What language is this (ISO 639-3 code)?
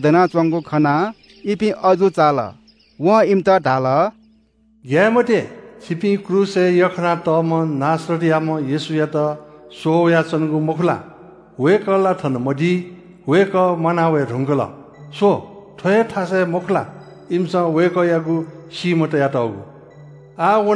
new